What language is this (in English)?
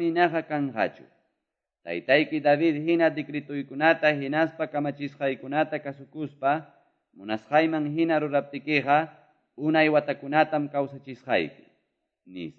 Quechua